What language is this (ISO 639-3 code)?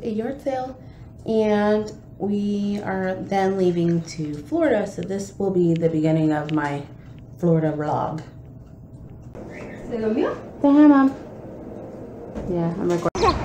eng